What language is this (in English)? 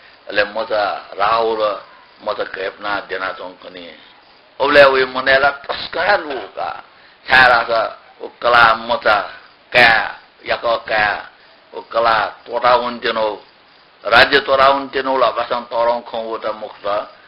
Newari